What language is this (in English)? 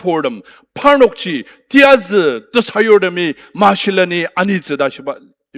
Ao Naga